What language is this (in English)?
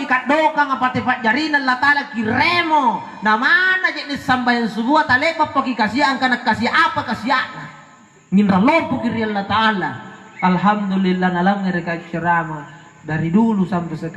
Makasar